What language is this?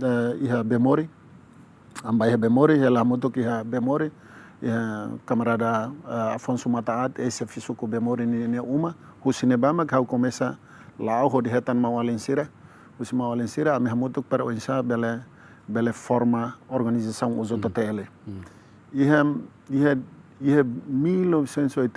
Tetum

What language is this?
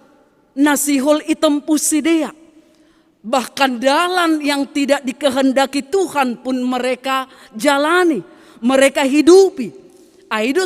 Batak Simalungun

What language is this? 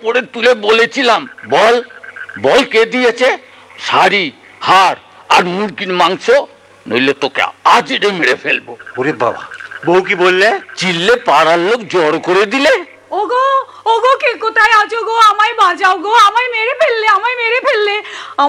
Bangla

